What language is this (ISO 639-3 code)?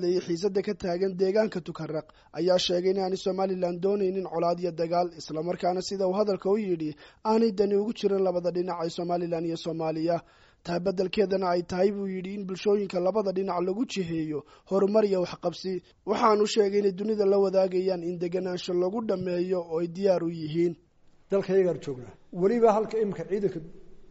som